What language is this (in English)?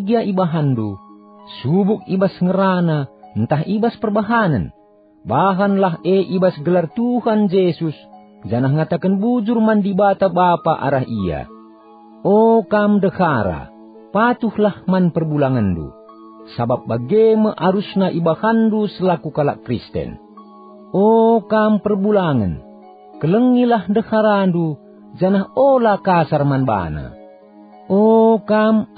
Batak Karo